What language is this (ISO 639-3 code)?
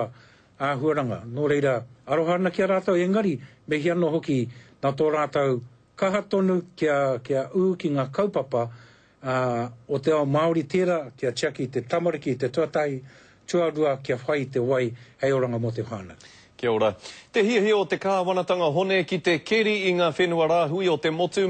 mri